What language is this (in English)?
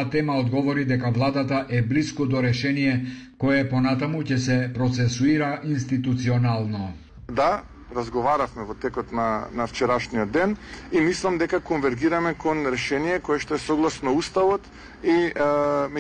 Macedonian